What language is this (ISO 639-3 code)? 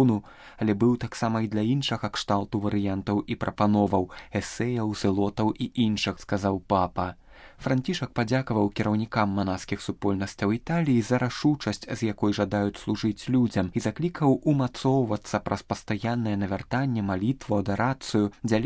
bel